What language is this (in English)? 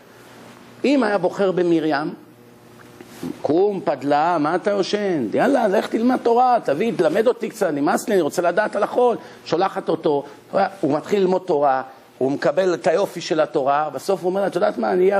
Hebrew